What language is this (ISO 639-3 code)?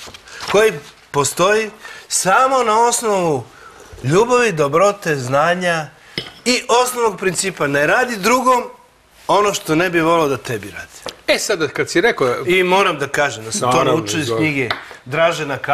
srp